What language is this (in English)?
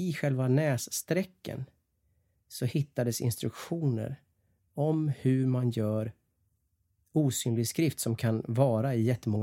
Swedish